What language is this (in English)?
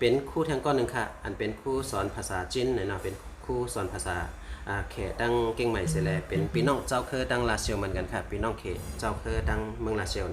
Shan